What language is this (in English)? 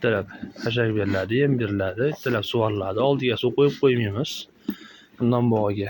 Uzbek